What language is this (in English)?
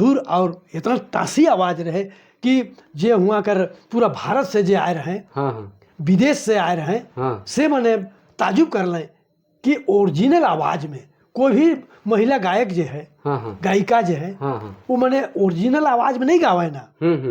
Sadri